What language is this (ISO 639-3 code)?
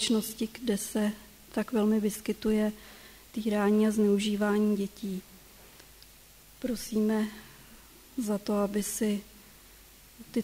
ces